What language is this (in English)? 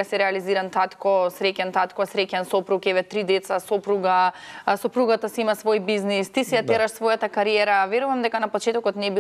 Macedonian